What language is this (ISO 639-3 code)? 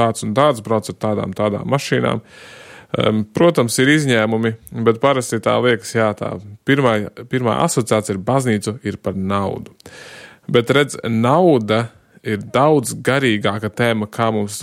lav